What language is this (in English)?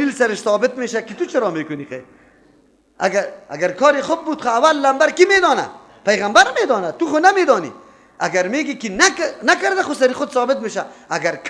Persian